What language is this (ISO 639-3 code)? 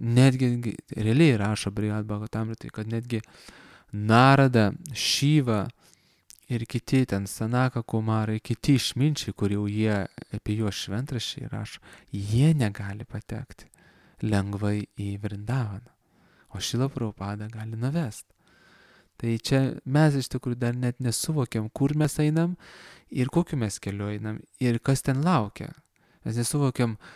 lit